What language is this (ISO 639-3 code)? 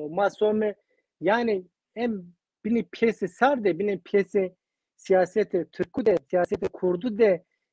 zza